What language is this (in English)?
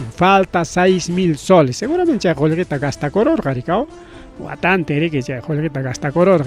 Ayacucho Quechua